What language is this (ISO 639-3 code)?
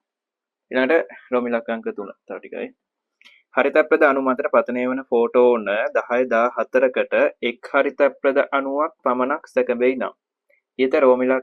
sin